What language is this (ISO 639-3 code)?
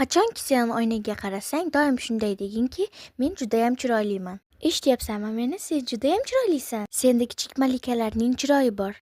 uzb